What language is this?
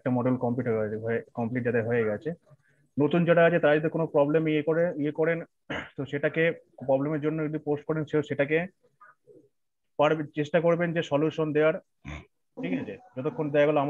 Bangla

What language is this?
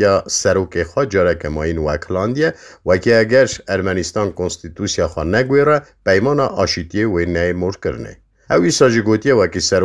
Kurdish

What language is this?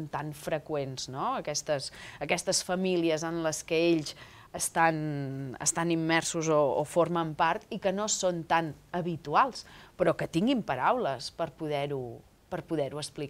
Catalan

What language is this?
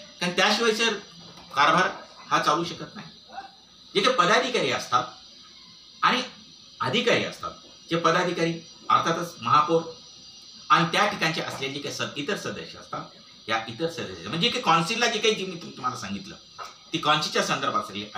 Marathi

